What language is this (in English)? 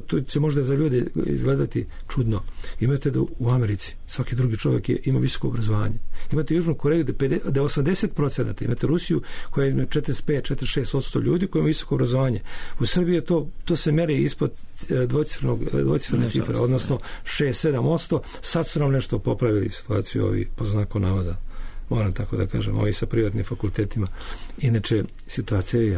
Serbian